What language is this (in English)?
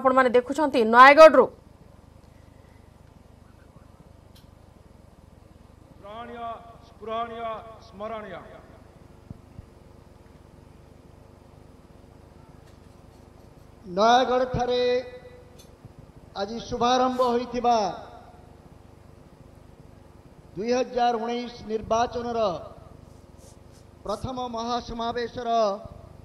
Odia